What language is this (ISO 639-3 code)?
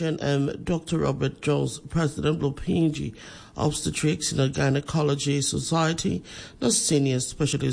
tpi